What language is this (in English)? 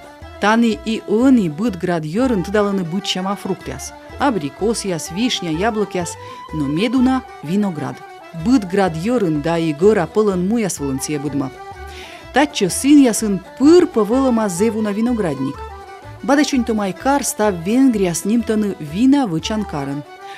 Komi